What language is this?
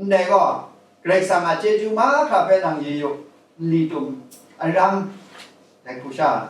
Kachin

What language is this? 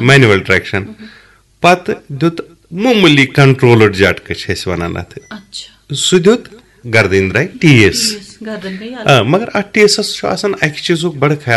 Kashmiri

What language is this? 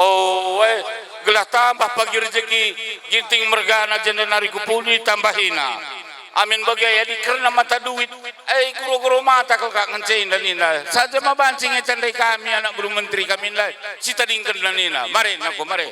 Batak Karo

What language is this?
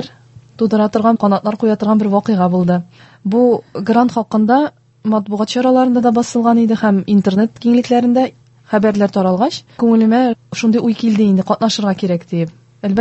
Tatar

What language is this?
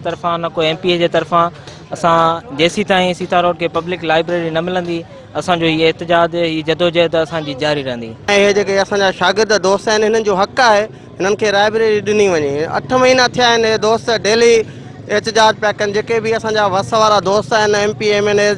Sindhi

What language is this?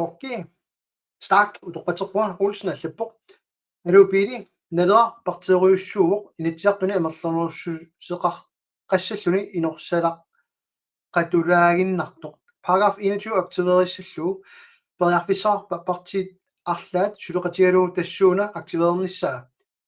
Kalaallisut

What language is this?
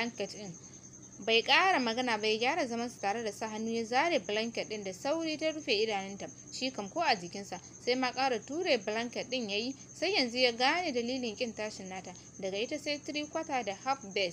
Hausa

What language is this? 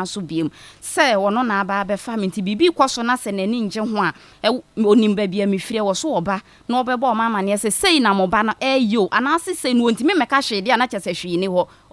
Akan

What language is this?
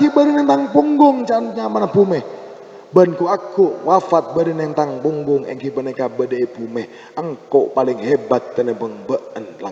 Madurese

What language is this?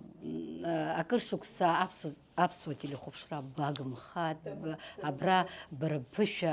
Abkhazian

